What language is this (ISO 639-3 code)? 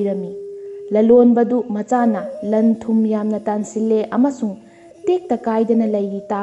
mni